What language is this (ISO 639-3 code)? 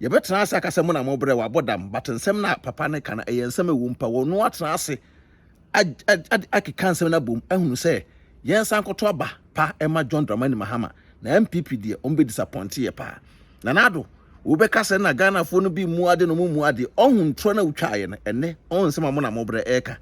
aka